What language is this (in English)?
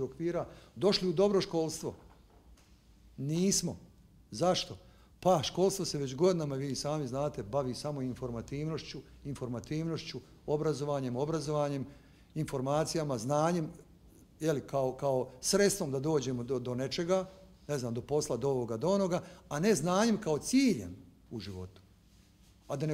Bosnian